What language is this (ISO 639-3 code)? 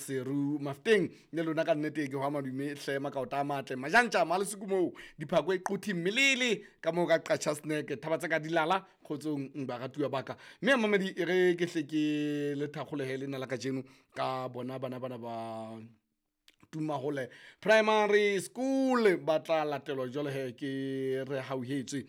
sot